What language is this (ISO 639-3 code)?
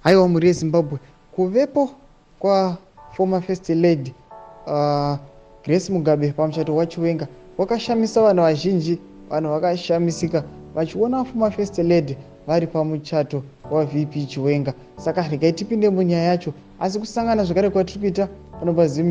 sna